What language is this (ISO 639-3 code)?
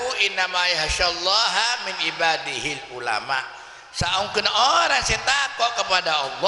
mad